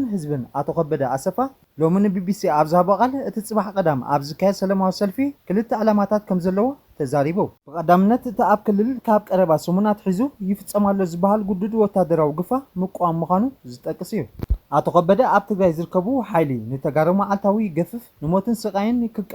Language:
Tigrinya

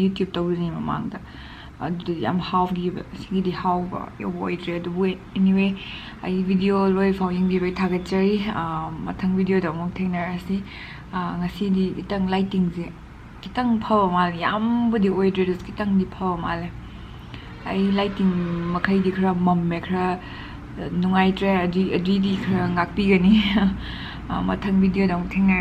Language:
Manipuri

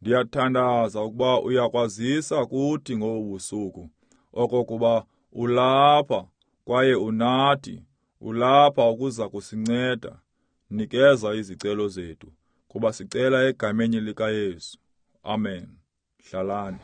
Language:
Xhosa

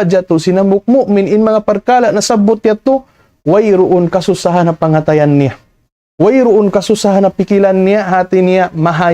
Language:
Tausug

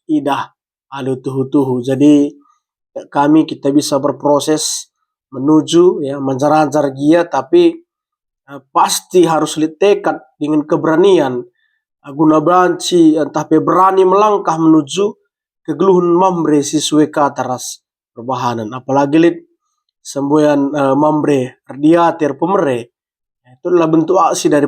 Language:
Batak Karo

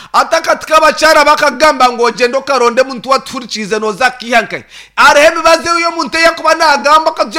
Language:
Nyankole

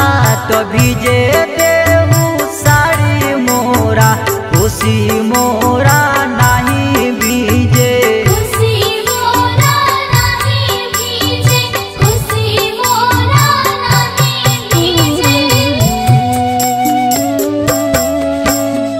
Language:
Bhojpuri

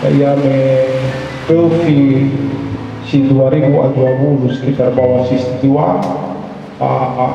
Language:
Nias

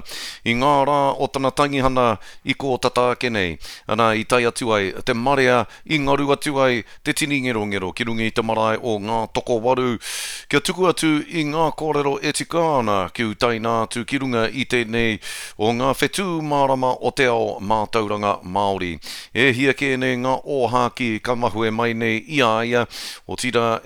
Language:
Māori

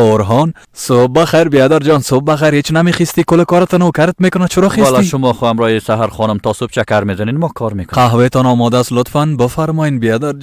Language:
Persian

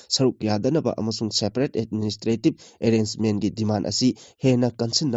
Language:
Manipuri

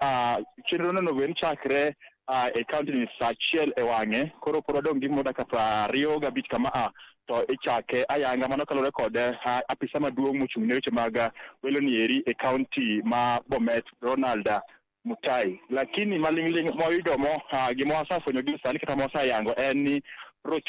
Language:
Luo (Kenya and Tanzania)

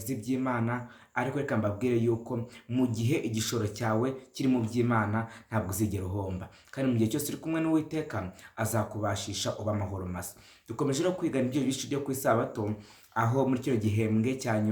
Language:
Kinyarwanda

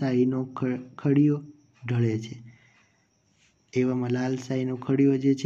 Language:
Gujarati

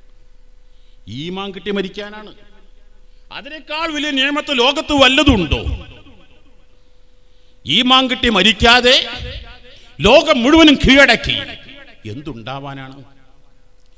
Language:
Malayalam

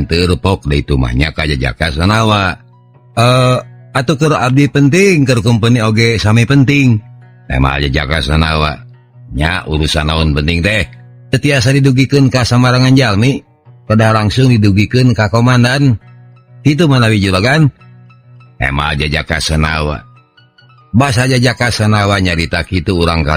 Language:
Sundanese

